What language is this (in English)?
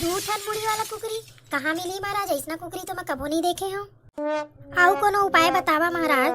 Chhattisgarhi